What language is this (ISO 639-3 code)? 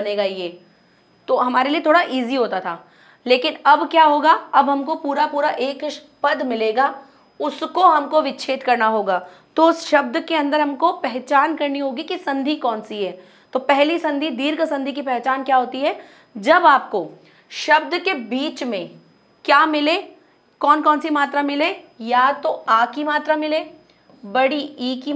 hin